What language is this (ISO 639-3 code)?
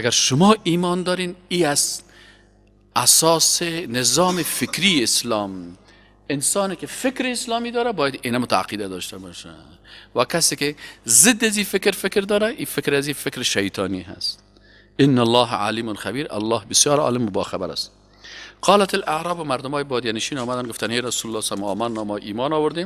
fas